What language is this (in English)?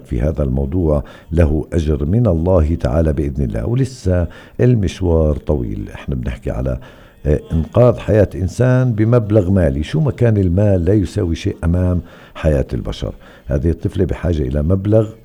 North Levantine Arabic